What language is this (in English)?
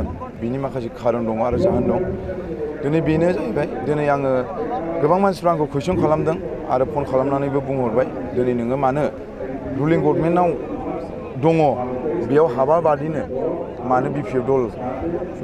Bodo